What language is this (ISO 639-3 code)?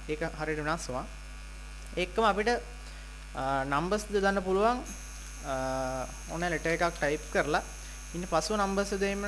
sin